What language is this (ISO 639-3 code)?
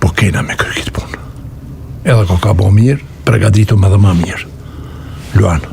sqi